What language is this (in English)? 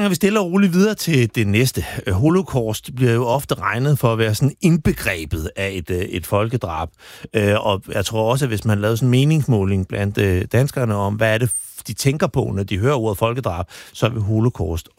Danish